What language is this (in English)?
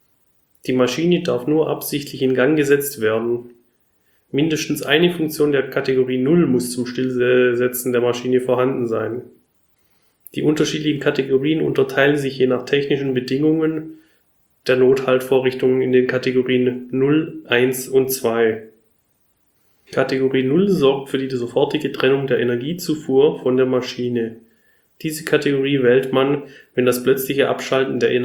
German